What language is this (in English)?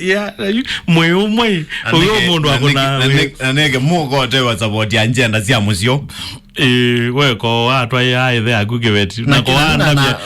Kamba